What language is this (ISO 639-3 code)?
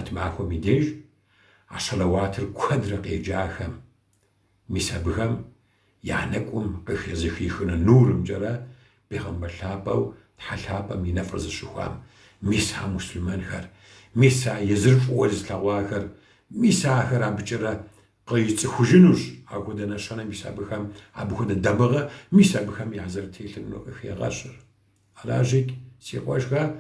kbd